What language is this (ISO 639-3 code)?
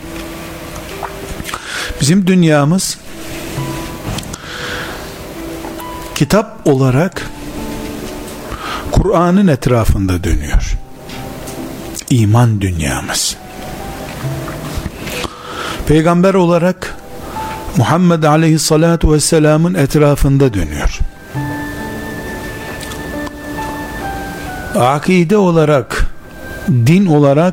tur